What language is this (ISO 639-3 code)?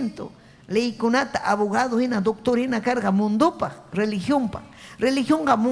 quy